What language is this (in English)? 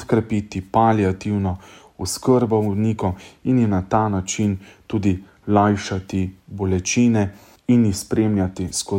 Slovenian